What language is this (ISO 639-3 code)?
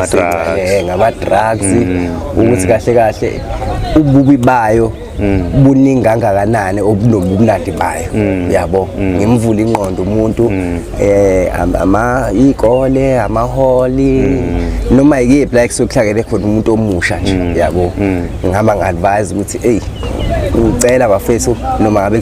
zul